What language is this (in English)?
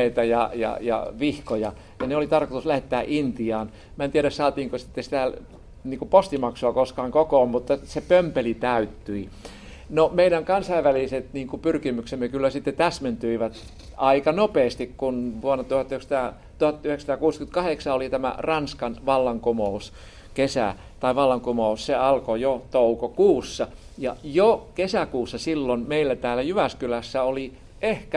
Finnish